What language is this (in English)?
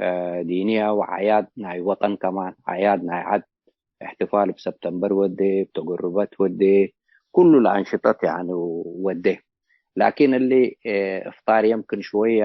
Tigre